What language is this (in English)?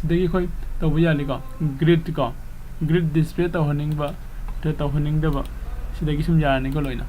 Manipuri